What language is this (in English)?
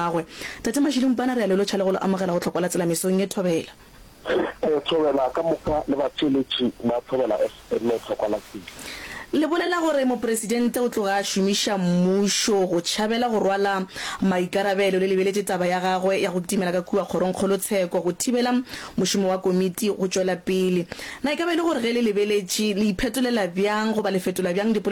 Northern Sotho